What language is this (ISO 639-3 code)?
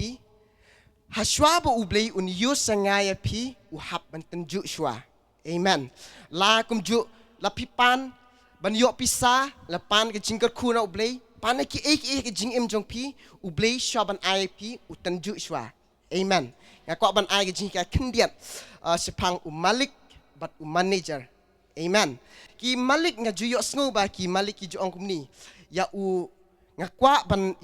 kha